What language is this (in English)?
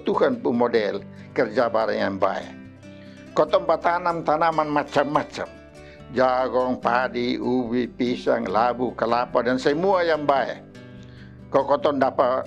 Kupang Malay